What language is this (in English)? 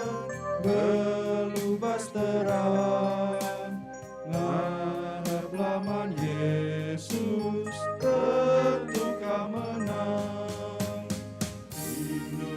Batak Karo